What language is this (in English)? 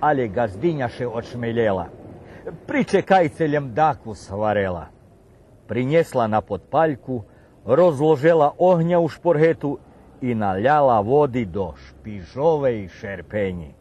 Rusyn